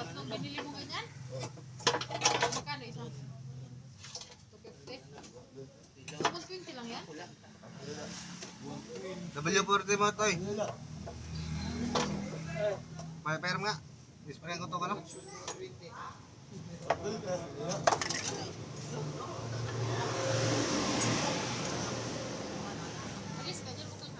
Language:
Filipino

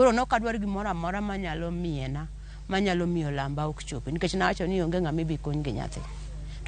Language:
Luo (Kenya and Tanzania)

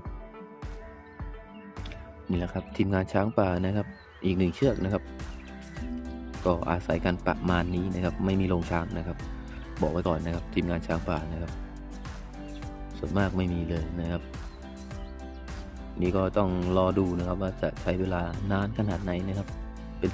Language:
Thai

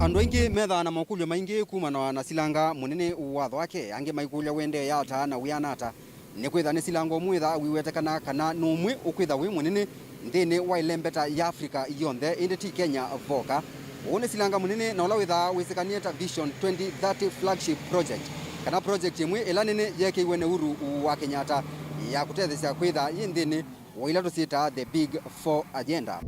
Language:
Kamba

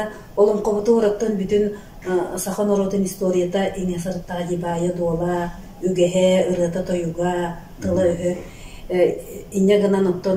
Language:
Yakut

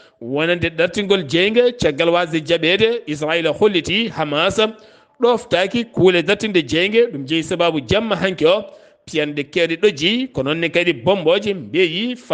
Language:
Fula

